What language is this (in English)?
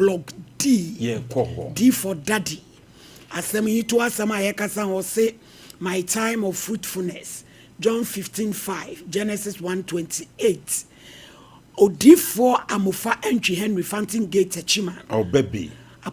Akan